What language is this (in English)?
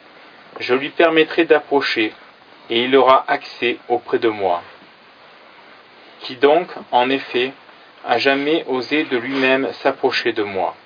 French